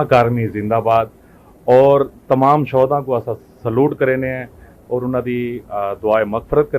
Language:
Saraiki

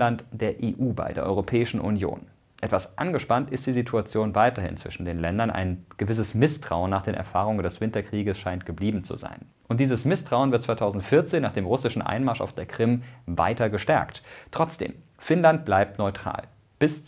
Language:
German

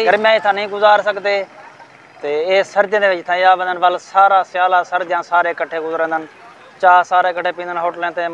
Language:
Saraiki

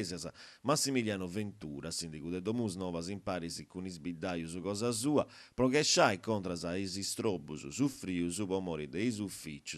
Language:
Sardinian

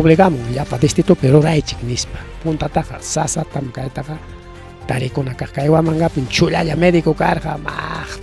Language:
Ayacucho Quechua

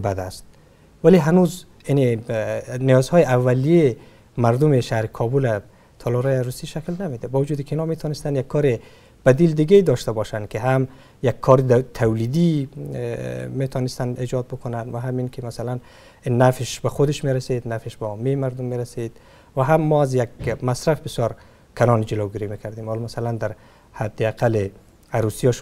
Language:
Persian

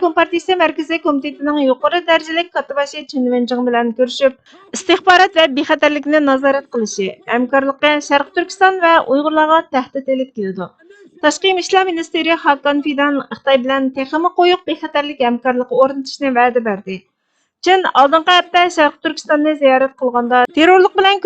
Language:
Uyghur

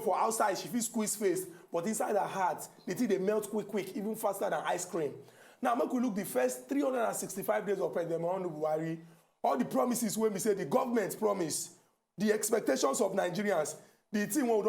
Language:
Nigerian Pidgin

